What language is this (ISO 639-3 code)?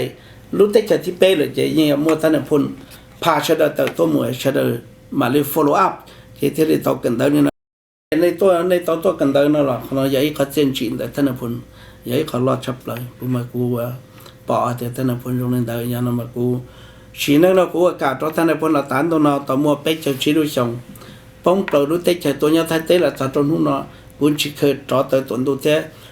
hmn